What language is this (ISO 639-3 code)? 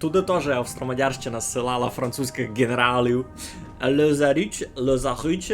rue